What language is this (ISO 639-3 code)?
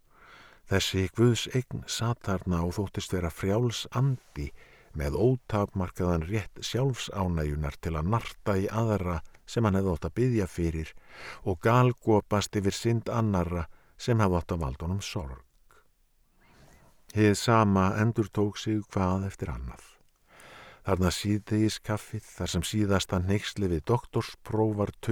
isl